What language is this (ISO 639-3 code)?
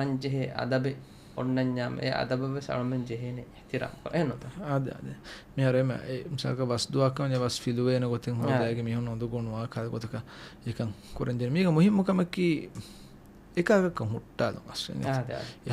div